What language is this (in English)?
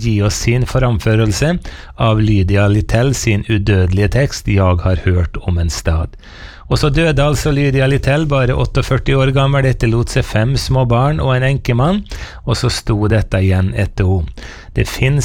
Norwegian